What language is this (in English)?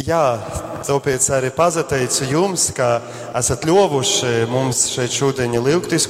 Latgalian